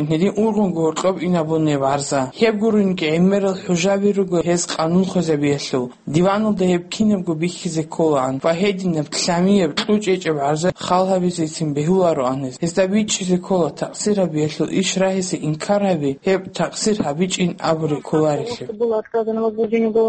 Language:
Avaric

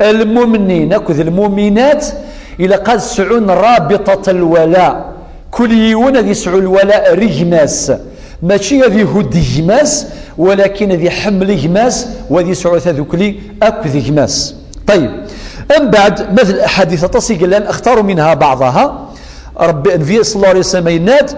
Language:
Kabyle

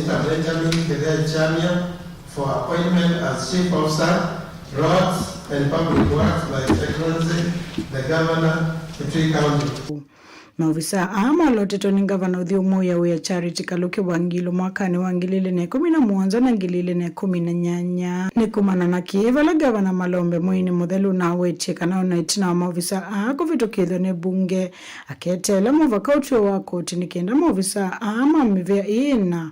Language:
Kamba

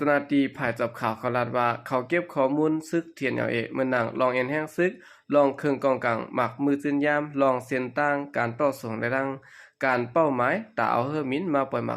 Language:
Shan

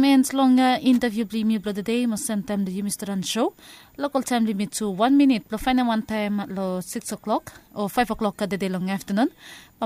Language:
Bislama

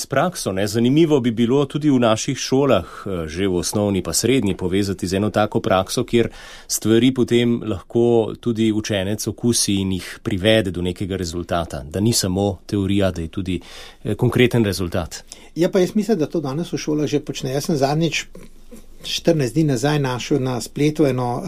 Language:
Slovenian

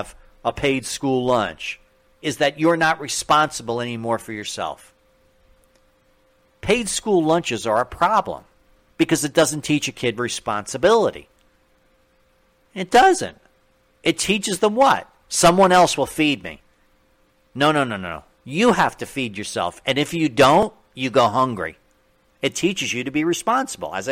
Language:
English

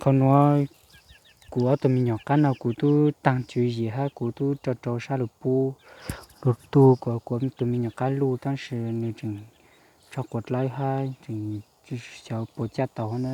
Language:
Hmong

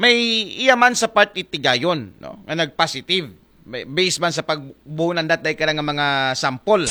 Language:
Aklanon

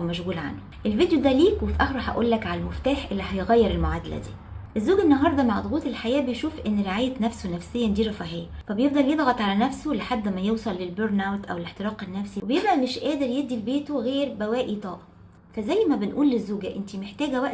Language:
Egyptian Arabic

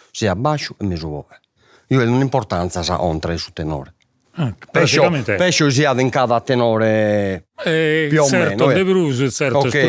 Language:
Sardinian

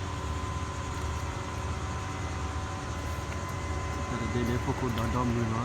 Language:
S'gaw Karen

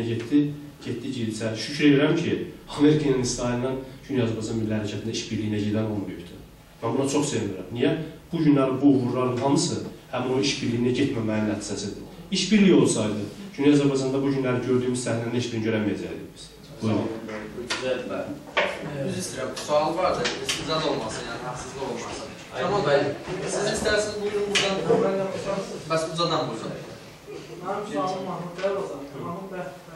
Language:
South Azerbaijani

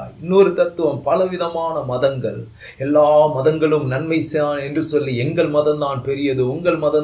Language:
Tamil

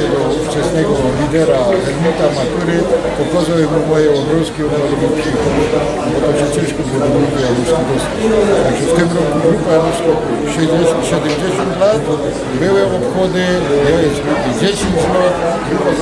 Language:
Silesian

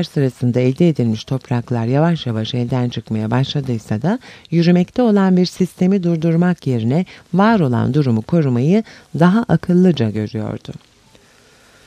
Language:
Turkish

